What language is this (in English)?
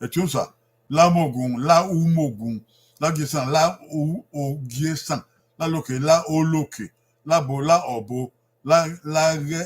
Bini